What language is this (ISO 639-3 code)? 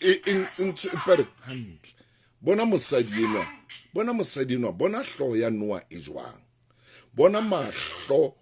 sot